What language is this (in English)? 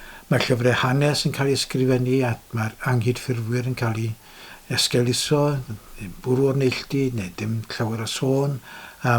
Welsh